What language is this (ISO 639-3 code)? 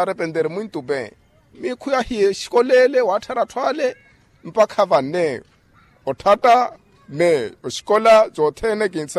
vmw